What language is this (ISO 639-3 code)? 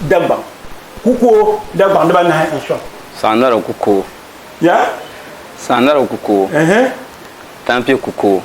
dag